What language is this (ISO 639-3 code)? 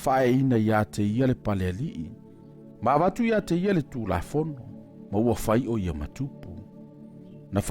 smo